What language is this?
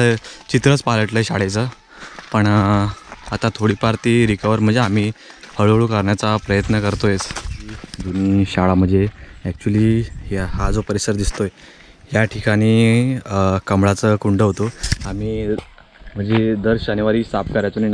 Marathi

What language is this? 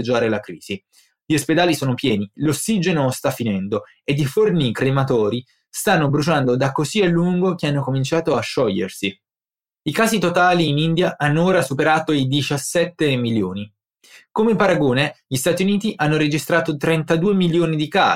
Italian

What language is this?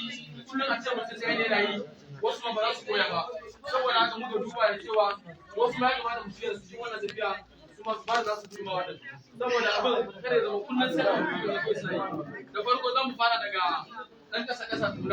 Hausa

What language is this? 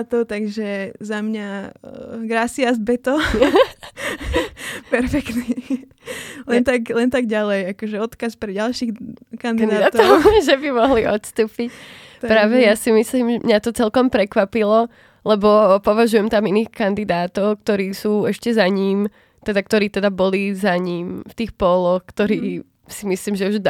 Slovak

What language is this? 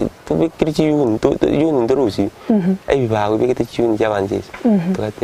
Gusii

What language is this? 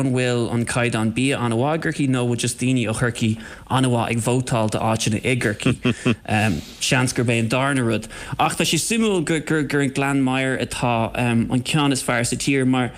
Irish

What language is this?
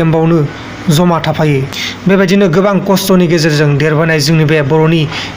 Bodo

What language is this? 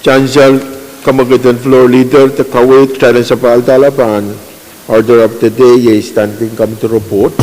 Pohnpeian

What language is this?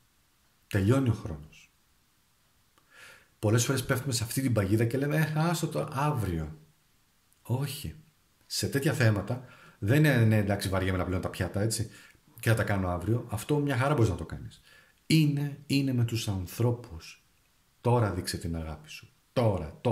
Greek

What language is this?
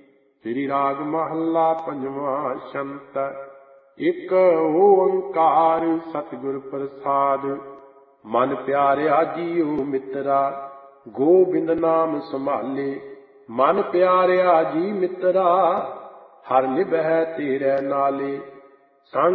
Punjabi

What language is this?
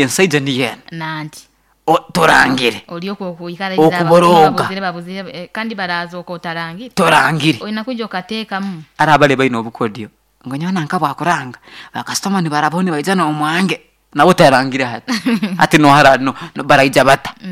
Nyoro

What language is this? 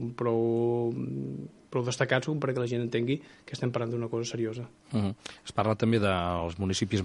Catalan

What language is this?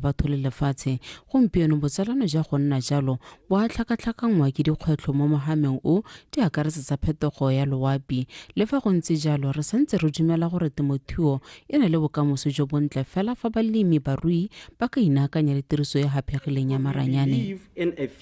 Tswana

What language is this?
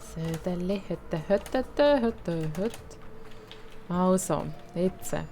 Swiss German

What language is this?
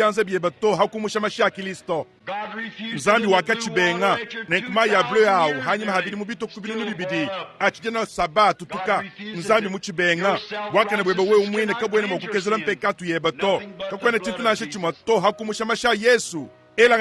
Luba-Lulua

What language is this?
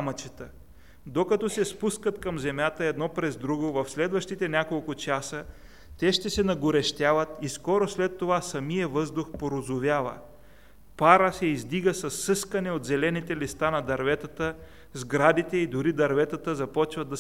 Bulgarian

